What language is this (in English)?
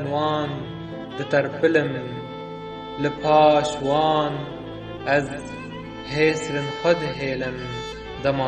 Kurdish